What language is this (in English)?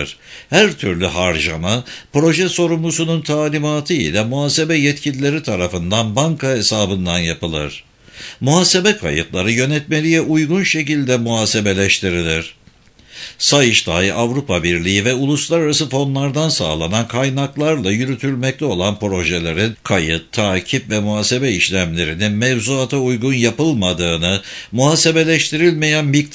Turkish